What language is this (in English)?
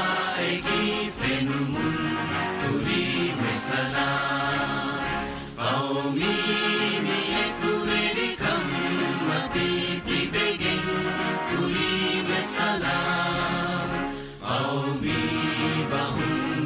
Divehi